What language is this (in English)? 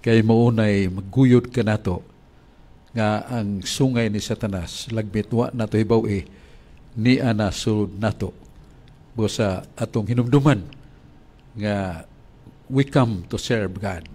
Cebuano